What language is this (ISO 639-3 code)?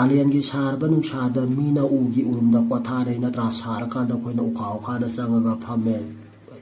mni